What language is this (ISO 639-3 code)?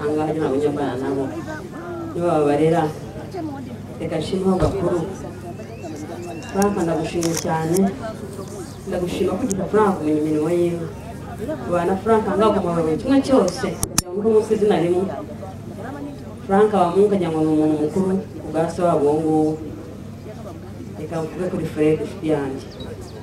kin